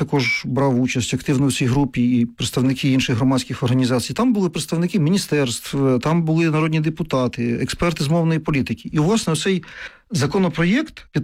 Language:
Ukrainian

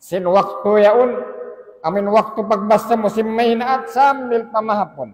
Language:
Tausug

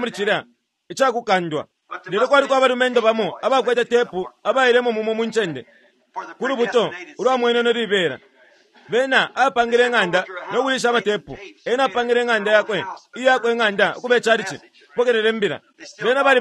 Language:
Bemba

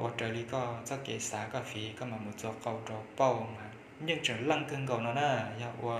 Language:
Hmong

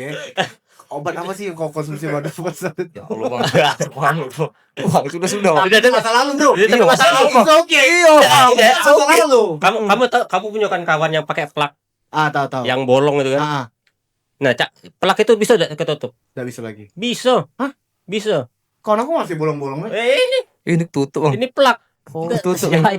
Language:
Musi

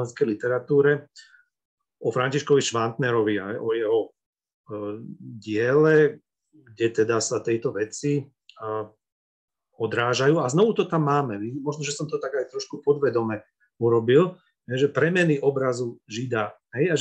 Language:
Slovak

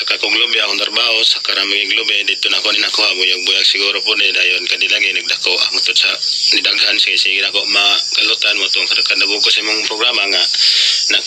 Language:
Cebuano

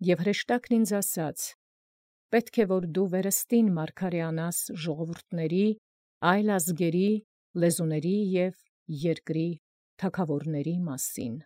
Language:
Armenian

